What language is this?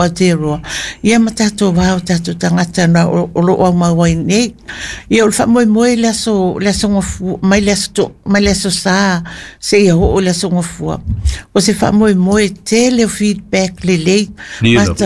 Samoan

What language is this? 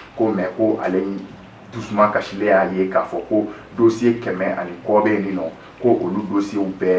Bambara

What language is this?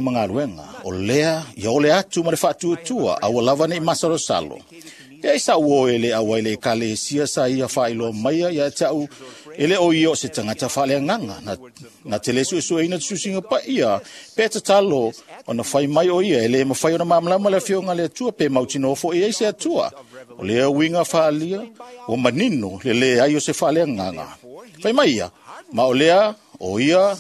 Samoan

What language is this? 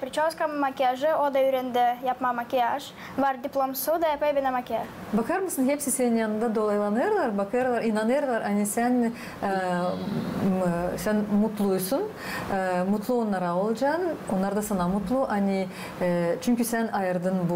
Gagauz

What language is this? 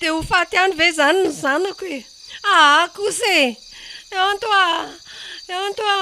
Malagasy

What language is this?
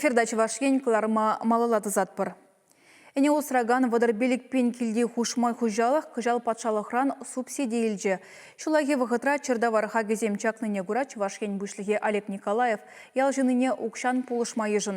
Chuvash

